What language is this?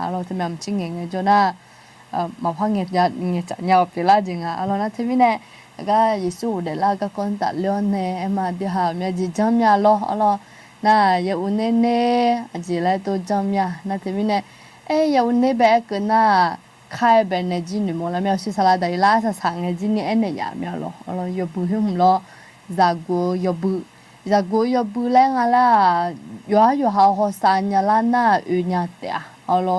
Akha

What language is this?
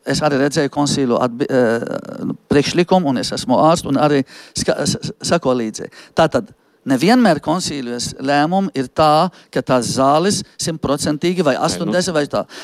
Latvian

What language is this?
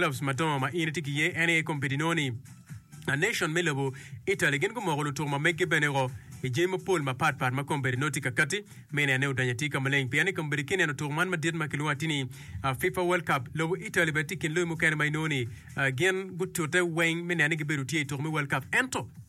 Acoli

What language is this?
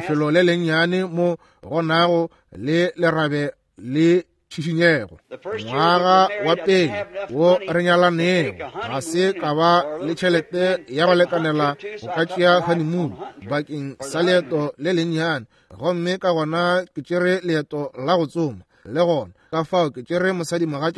Northern Sotho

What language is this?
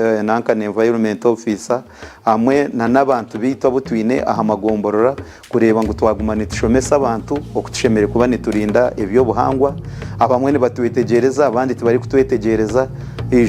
Nyankole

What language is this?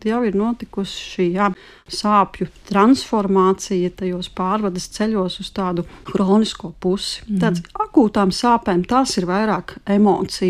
Latvian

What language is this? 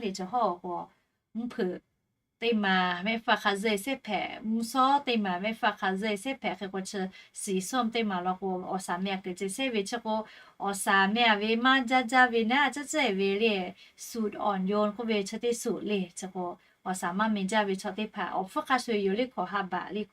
Lahu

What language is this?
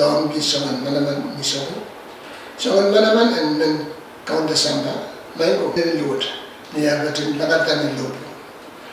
Pohnpeian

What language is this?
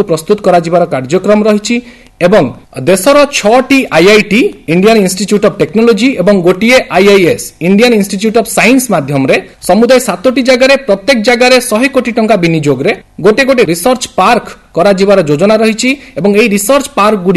Odia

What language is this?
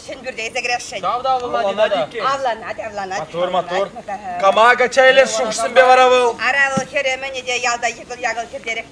Chuvash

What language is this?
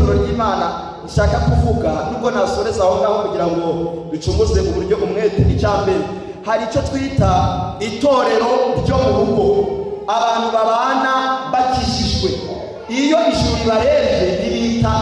Kinyarwanda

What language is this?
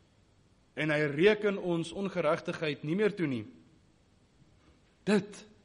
Afrikaans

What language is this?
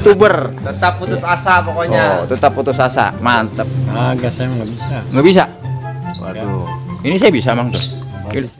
Betawi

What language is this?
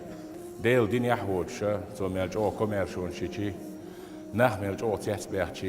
Chechen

